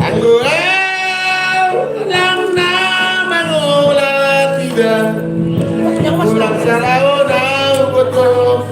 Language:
Batak Toba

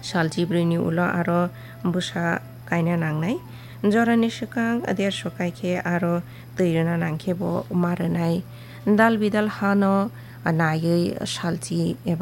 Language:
Kok Borok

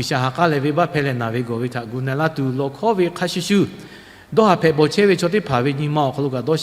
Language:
Lahu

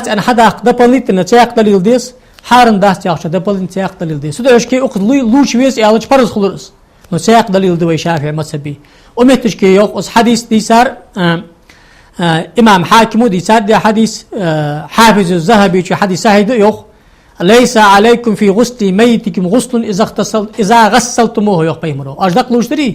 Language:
Ingush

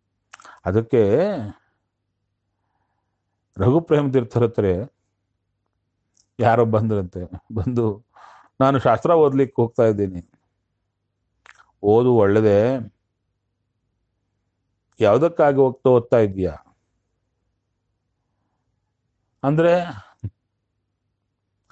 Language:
Kannada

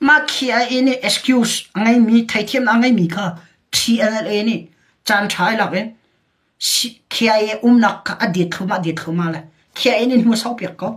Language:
Hakha Chin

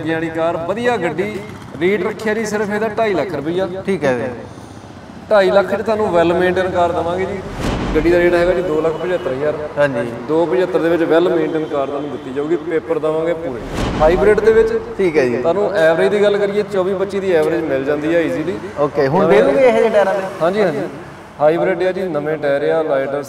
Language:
Punjabi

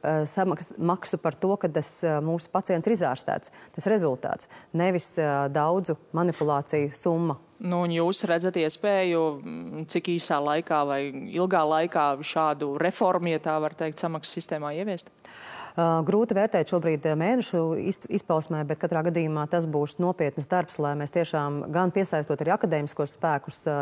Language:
Latvian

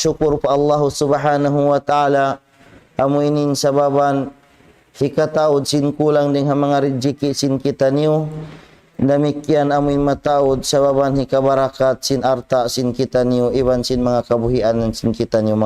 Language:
Tausug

